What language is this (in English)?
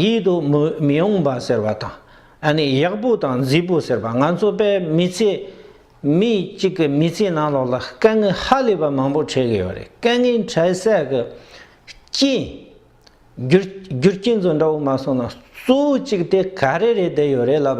Tibetan